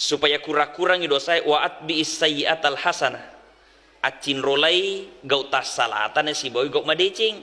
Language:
Buginese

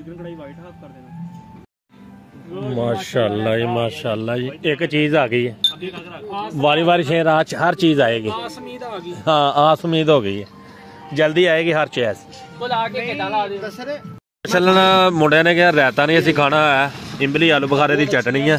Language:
Punjabi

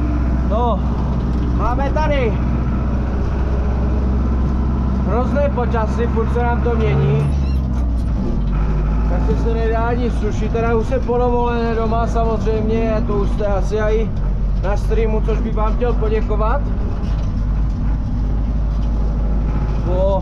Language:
Czech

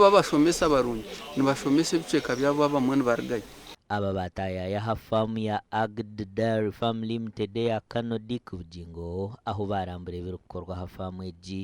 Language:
Nyankole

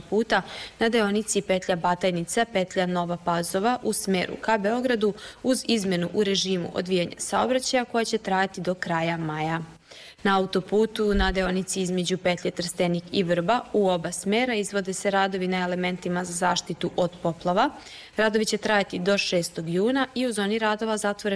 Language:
Serbian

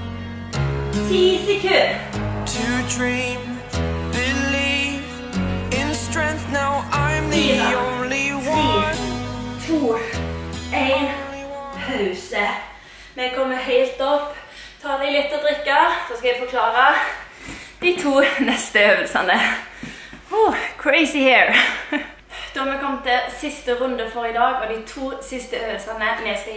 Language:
Norwegian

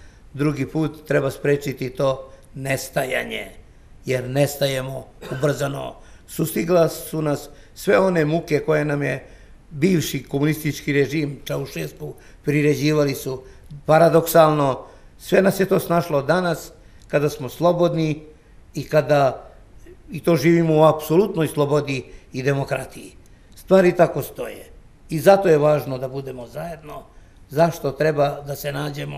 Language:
Serbian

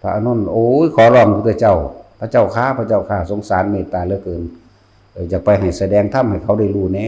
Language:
Northeastern Thai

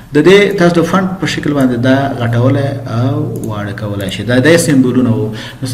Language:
Pashto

